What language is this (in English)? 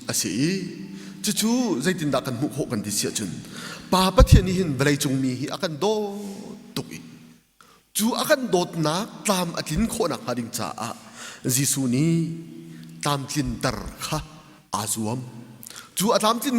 Hakha Chin